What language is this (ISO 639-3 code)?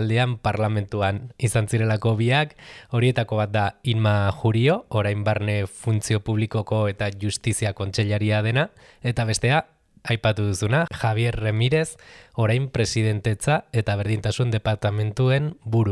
eus